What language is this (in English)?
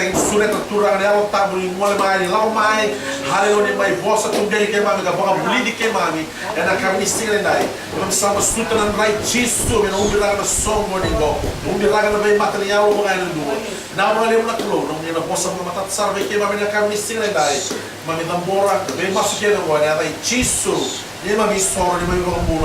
Fijian